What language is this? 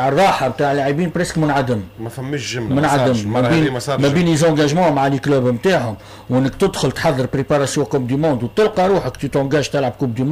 Tunisian Arabic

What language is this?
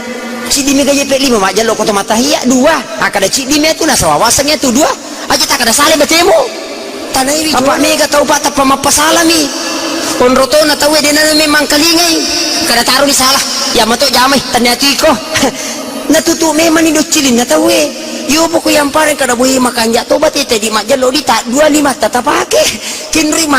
Buginese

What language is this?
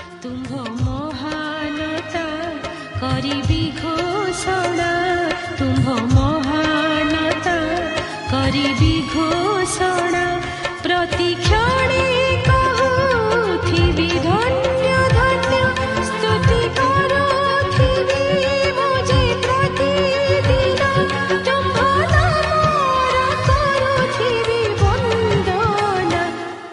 Odia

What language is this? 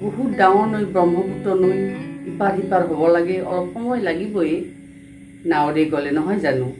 Assamese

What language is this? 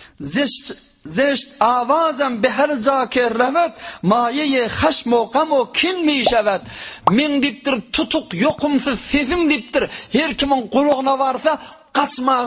Turkmen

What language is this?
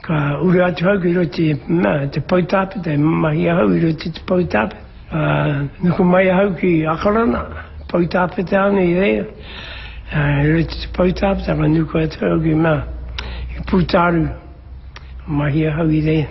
Māori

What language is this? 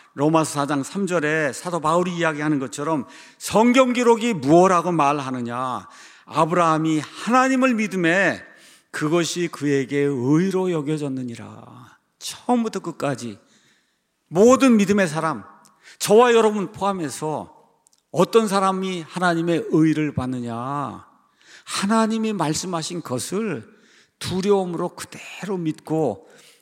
Korean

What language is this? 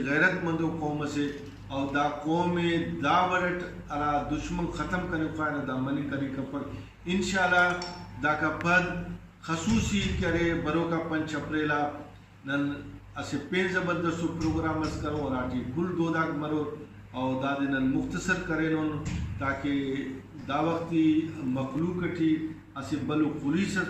Brahui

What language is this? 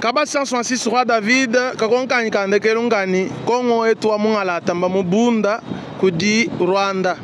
Luba-Lulua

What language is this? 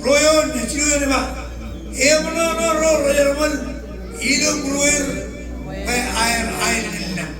Marshallese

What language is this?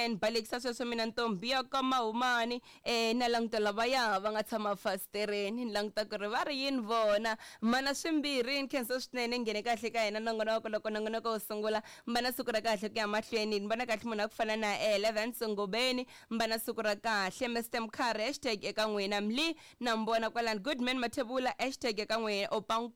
Tsonga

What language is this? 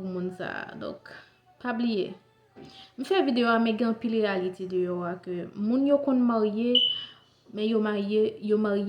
Haitian Creole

